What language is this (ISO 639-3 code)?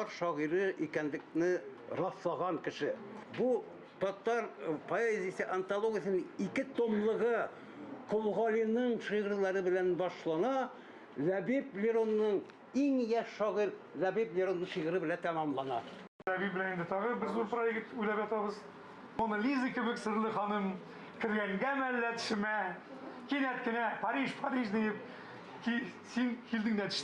tat